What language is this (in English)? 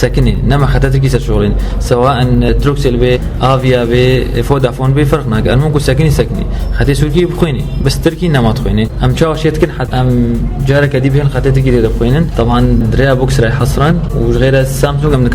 Kurdish